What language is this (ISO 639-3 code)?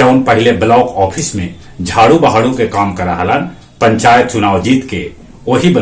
mag